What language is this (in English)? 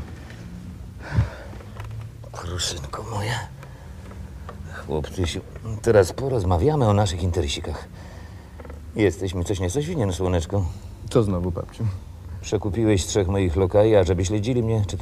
Polish